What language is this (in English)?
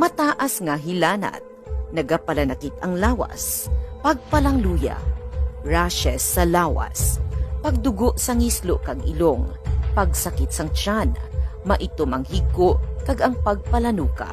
Hiligaynon